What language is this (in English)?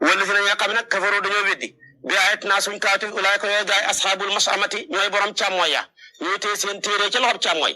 Wolof